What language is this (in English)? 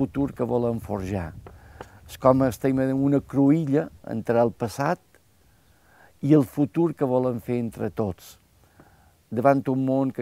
Catalan